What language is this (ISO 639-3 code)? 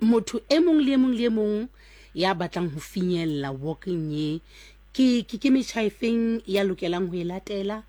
sot